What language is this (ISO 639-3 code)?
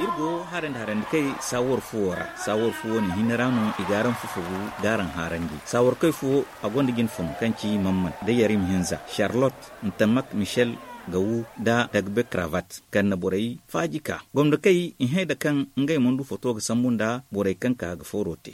dje